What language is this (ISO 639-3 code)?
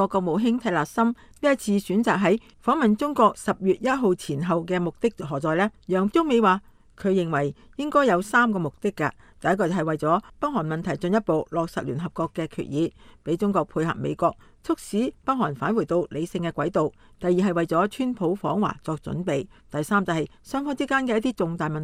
yue